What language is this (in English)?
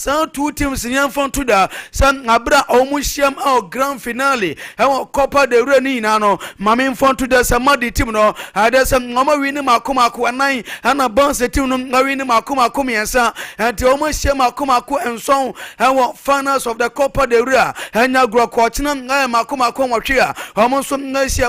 Akan